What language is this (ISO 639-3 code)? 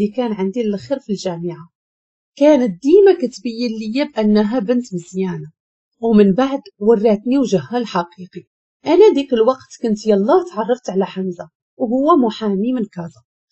ary